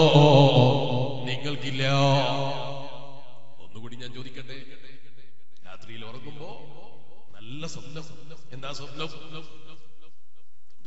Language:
Malayalam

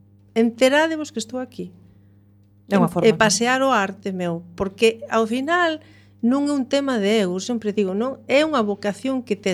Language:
Galician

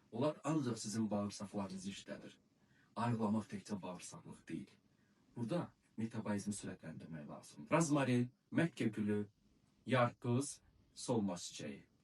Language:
Azerbaijani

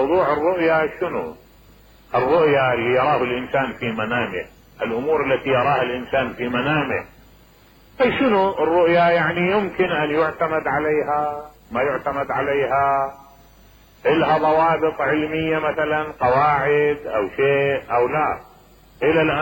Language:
Mesopotamian Arabic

